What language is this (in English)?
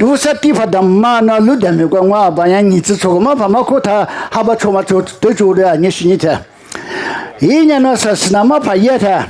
Lisu